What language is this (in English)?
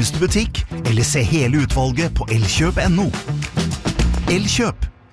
Norwegian